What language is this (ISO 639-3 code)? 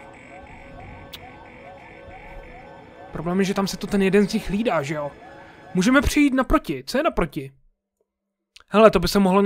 ces